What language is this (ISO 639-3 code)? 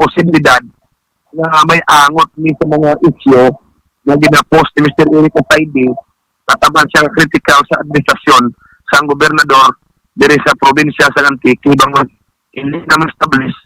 hil